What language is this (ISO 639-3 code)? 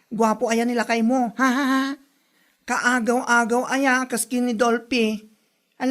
ilo